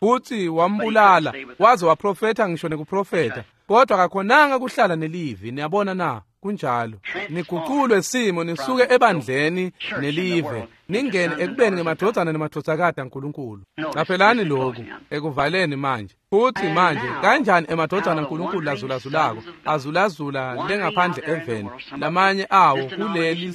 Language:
Swati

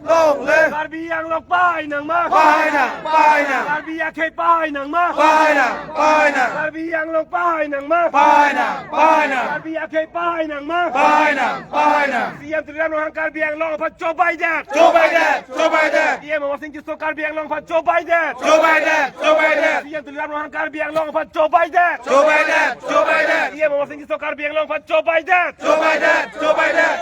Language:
Karbi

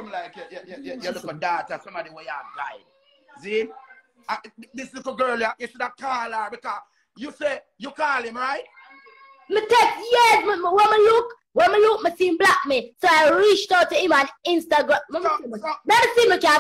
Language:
Jamaican Creole English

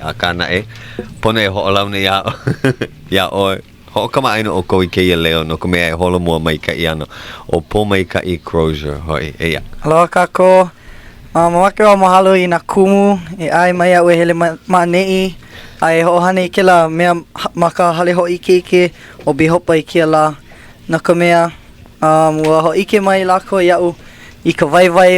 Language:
Hawaiian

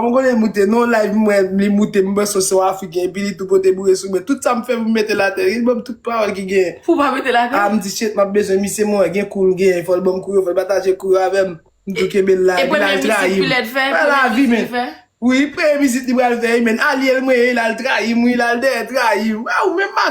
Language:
Haitian Creole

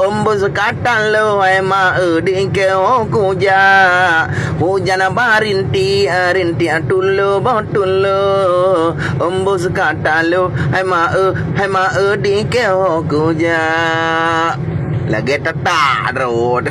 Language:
Achinese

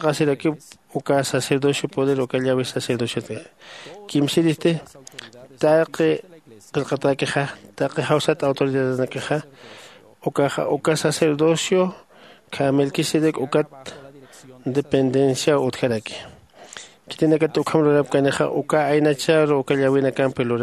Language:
Aymara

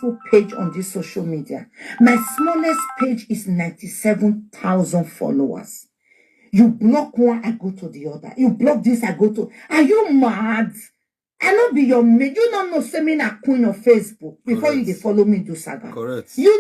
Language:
Nigerian Pidgin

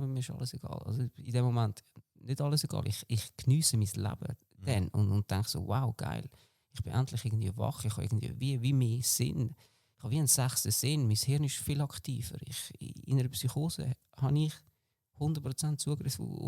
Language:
Swiss German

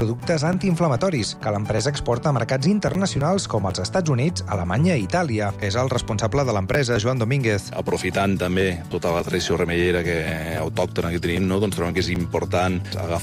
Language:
Catalan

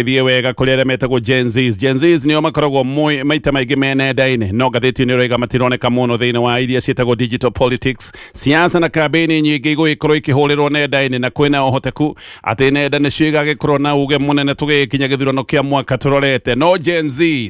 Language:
Kikuyu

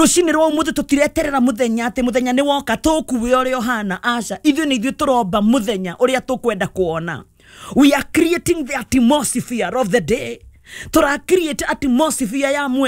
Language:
Kikuyu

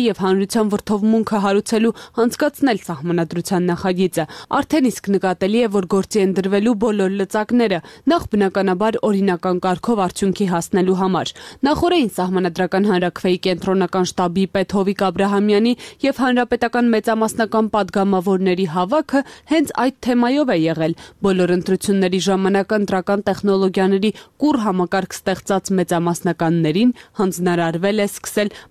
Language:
Armenian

